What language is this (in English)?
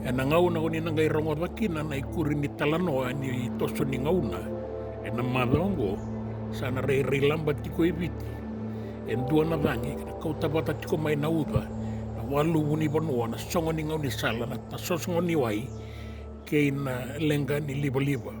Fijian